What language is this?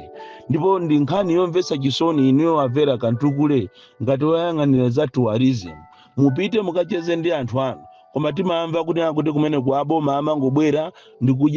Nyanja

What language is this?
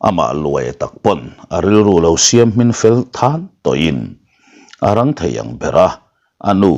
Mizo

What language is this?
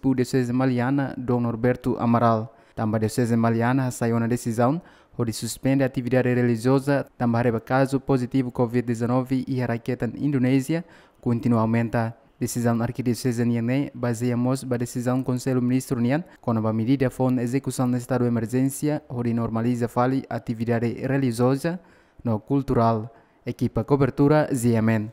Tetum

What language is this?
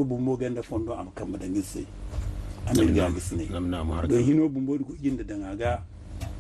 Zarma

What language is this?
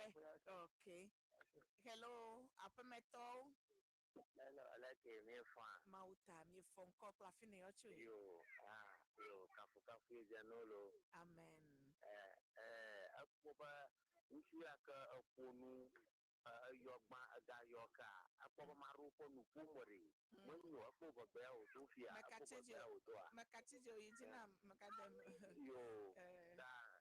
Ewe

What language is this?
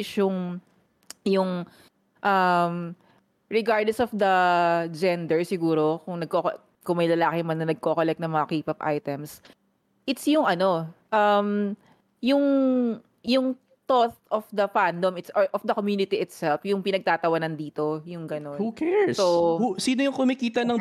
Filipino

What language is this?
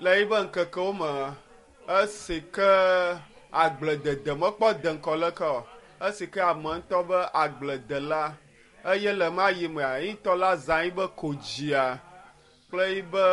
Ewe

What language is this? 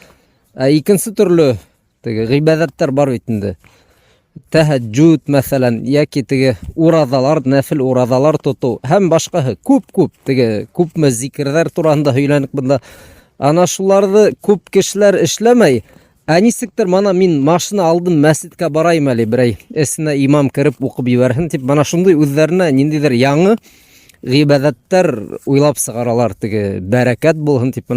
Bashkir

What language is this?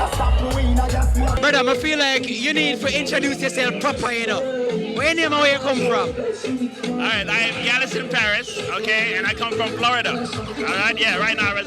Jamaican Creole English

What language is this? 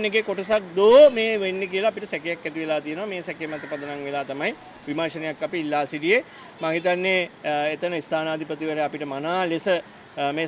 Sinhala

